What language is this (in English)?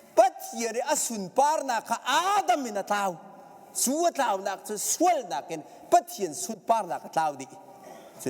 Hakha Chin